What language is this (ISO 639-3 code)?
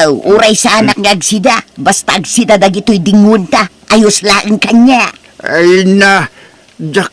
ilo